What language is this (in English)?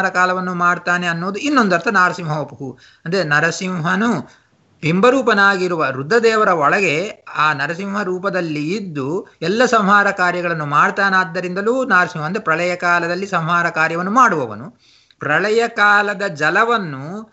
Kannada